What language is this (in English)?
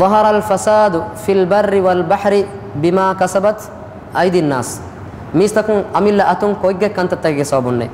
Divehi